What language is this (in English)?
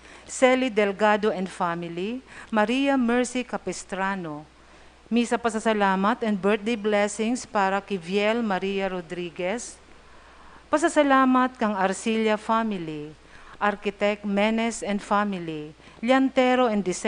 Bikol